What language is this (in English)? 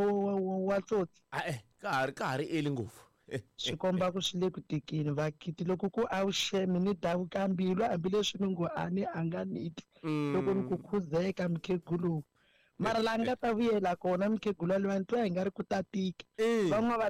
Tsonga